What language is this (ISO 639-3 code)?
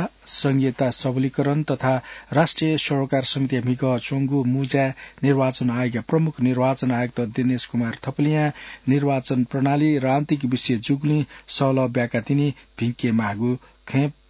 new